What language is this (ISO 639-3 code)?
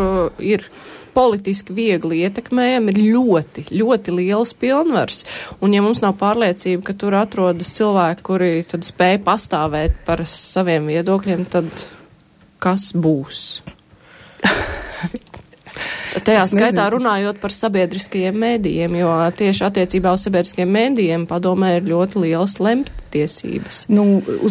lav